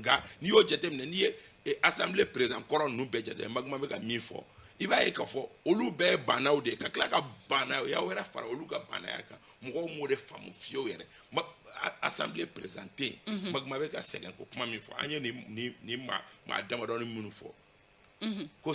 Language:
Bambara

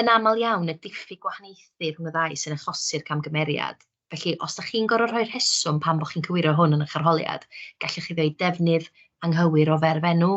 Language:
Welsh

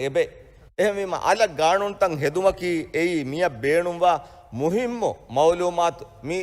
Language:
Divehi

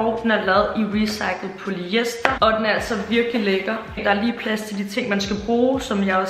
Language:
Danish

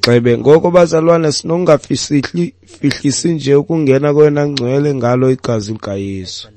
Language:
Xhosa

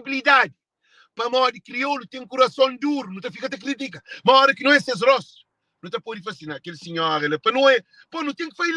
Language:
Kabuverdianu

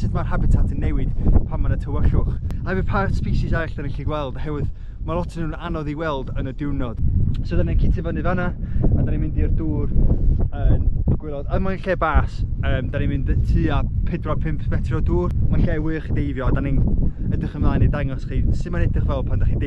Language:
Welsh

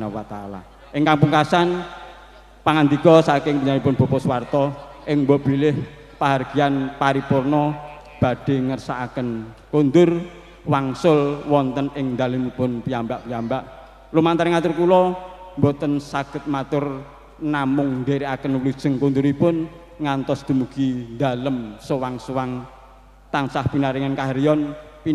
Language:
Javanese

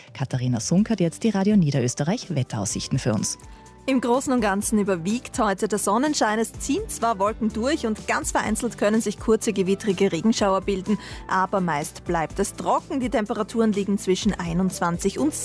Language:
German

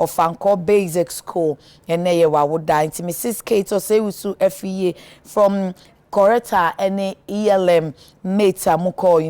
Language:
Akan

